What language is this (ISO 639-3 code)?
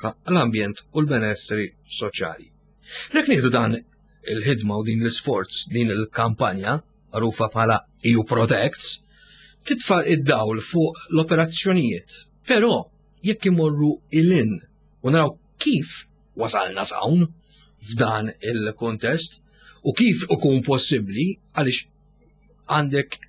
mlt